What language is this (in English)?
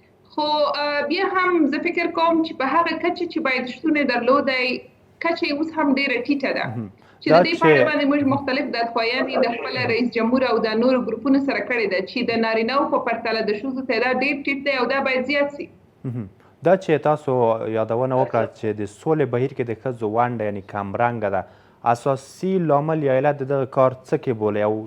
Pashto